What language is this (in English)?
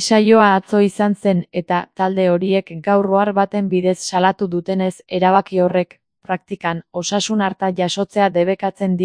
Basque